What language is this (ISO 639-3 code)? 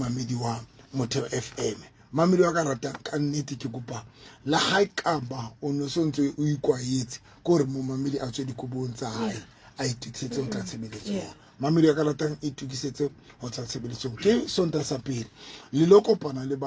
sot